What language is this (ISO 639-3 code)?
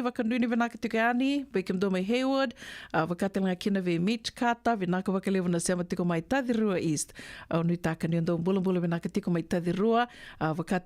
fij